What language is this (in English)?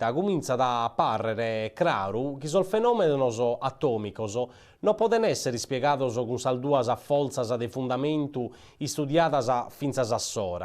Sardinian